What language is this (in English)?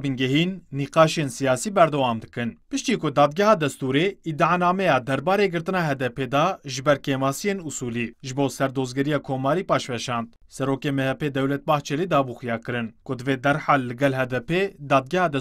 Kurdish